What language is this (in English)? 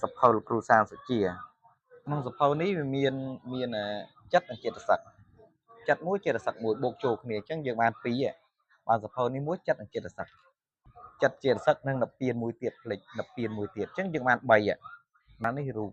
Khmer